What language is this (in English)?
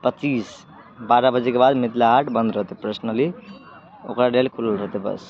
Maithili